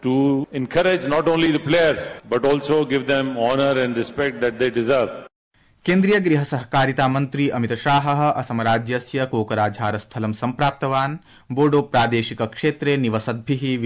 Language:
Sanskrit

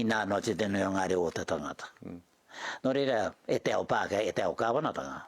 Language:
Māori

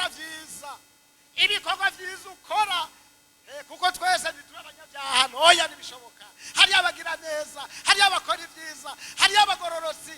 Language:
Rundi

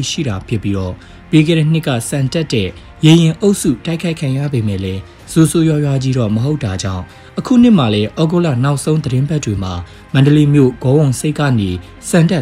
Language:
Burmese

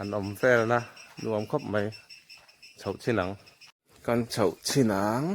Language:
Mizo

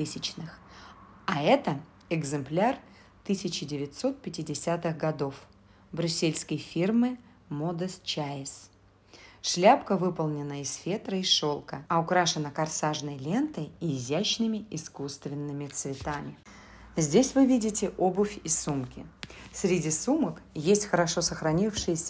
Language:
Russian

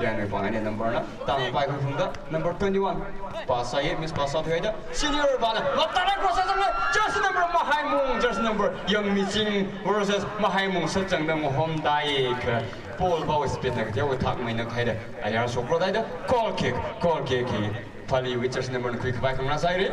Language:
Tangkhul Naga (India)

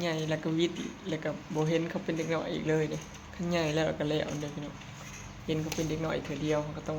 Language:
Northeastern Thai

